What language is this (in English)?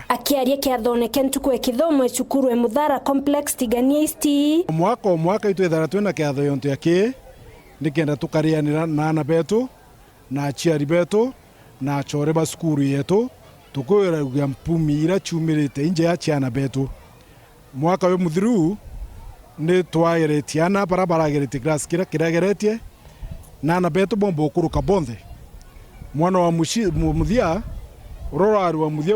Meru